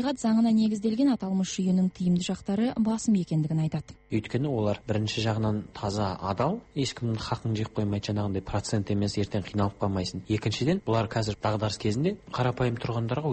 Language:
Kazakh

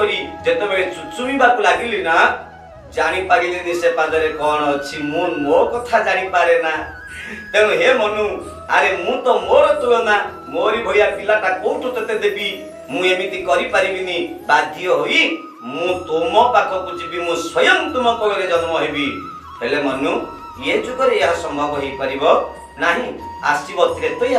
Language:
Odia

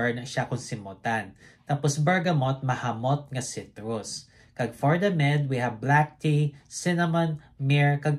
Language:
Hiligaynon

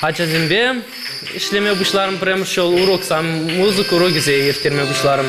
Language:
Chuvash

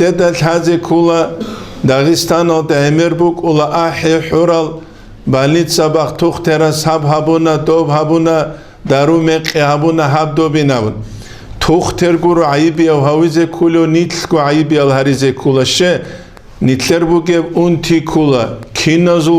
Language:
Avaric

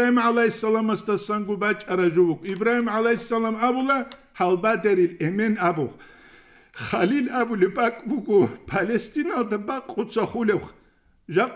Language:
Avaric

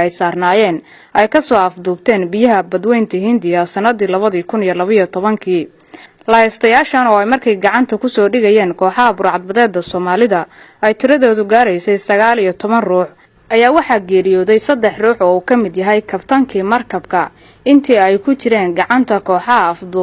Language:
Somali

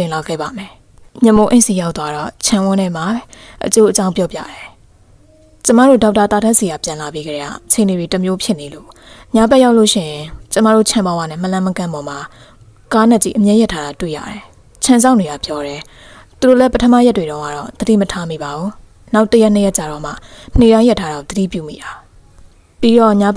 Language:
Burmese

